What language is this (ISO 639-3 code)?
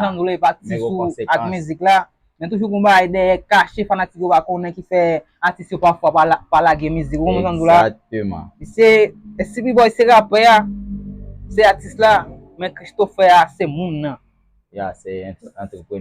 hat